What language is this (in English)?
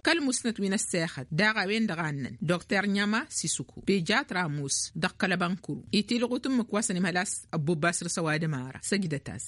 Tamasheq